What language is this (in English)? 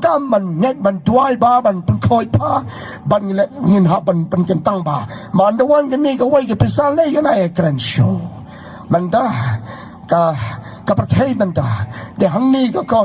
Khasi